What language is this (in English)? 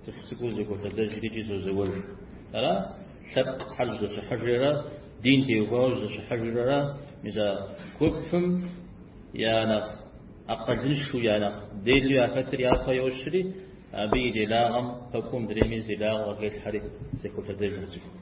Kabardian